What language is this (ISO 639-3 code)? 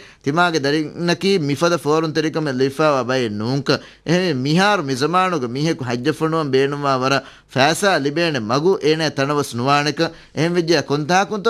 div